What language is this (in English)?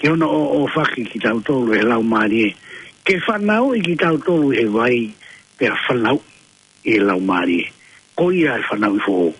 Tongan